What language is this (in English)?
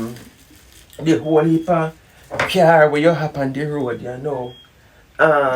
Jamaican Creole English